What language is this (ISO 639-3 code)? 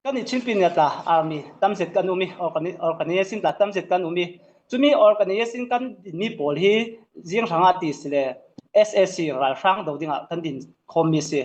cfm